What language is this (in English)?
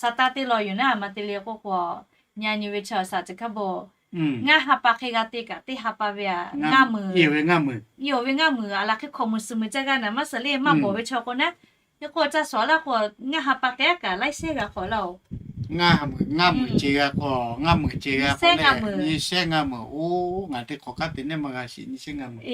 Lahu